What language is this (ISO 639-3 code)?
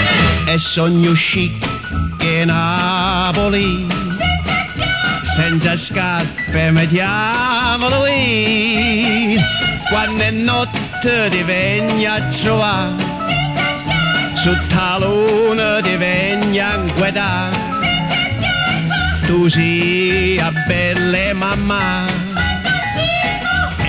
ita